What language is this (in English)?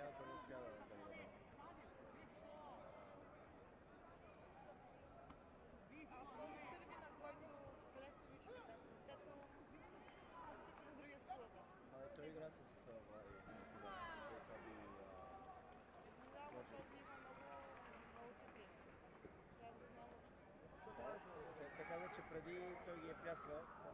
Bulgarian